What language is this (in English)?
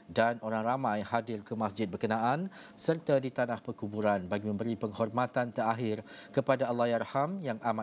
Malay